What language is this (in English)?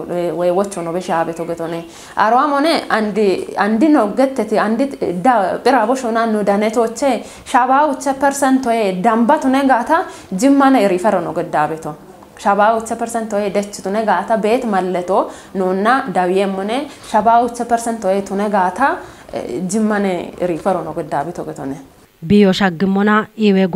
Kafa